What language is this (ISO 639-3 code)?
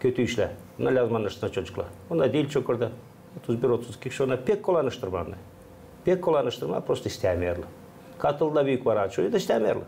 gag